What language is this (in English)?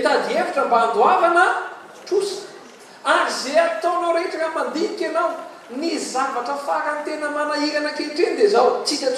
Malagasy